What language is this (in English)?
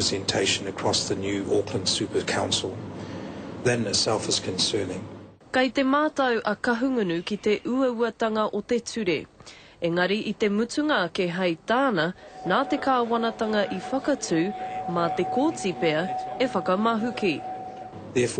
Māori